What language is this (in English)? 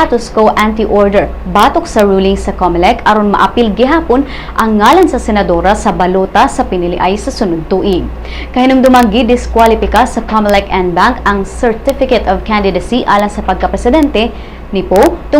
Cebuano